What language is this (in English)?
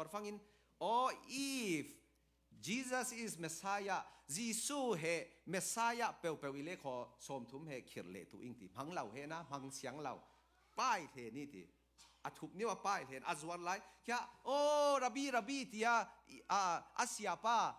Falam Chin